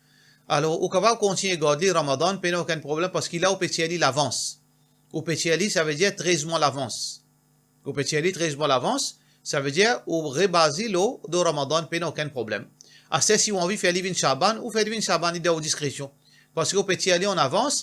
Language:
Morisyen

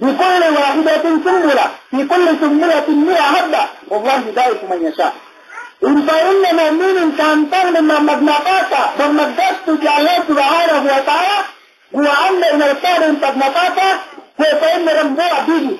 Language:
Yakan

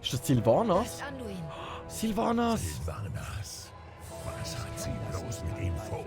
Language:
Swiss German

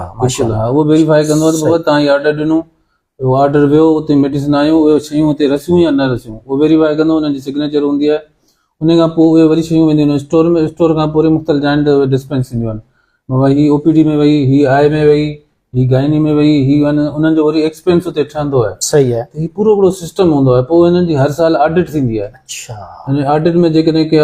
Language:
Sindhi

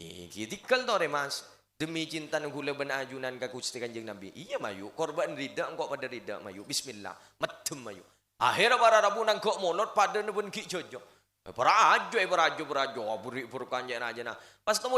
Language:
Madurese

